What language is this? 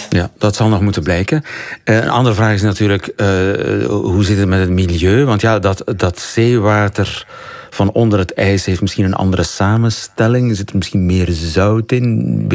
Dutch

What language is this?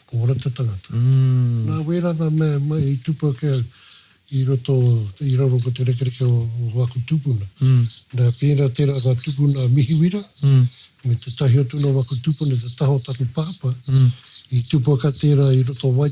Māori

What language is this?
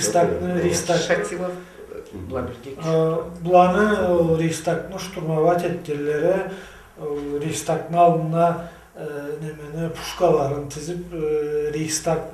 Karachay-Balkar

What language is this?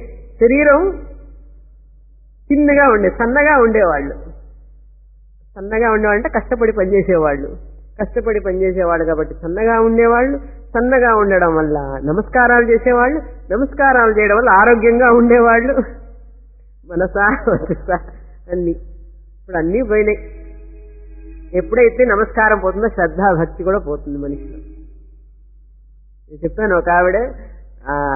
Telugu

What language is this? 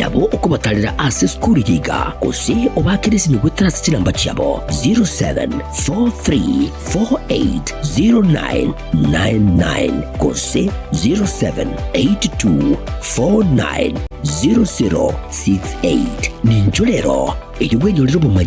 Gusii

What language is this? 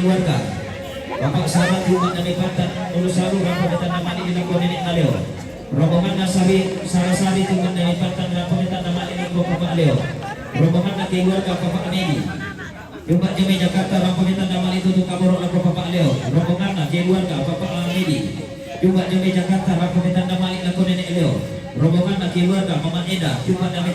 Toraja-Sa'dan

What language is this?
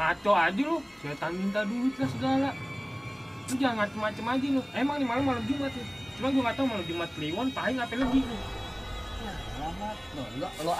Betawi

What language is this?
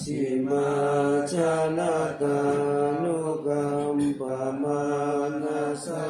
Pali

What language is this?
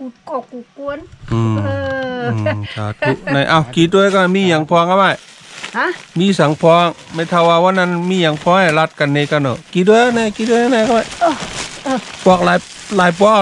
Shan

